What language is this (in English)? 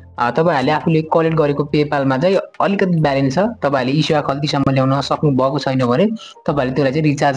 Nepali